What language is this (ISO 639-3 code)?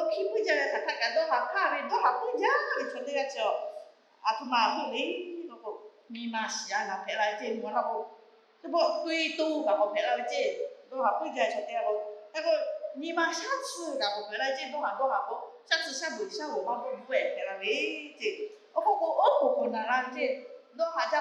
lhu